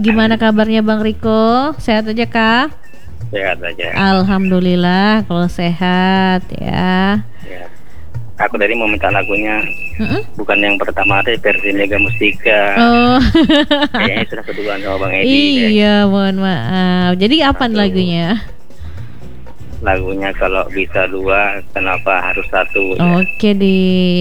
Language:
Indonesian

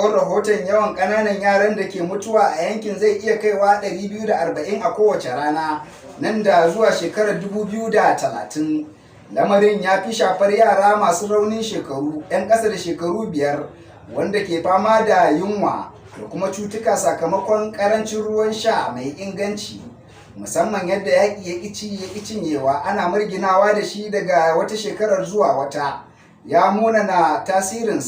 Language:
Hausa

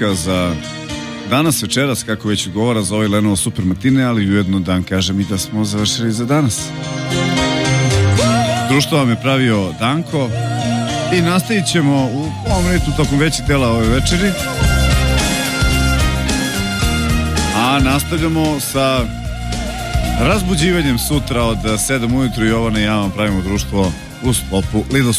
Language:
Serbian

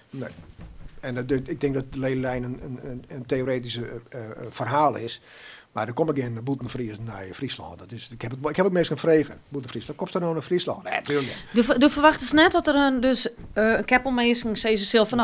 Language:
Western Frisian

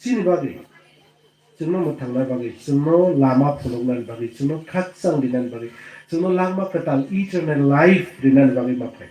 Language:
Kok Borok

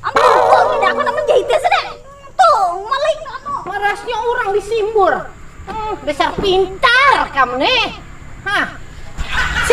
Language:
Banjar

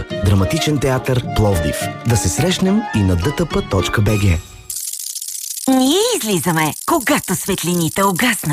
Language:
Bulgarian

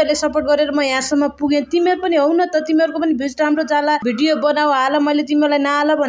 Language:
Nepali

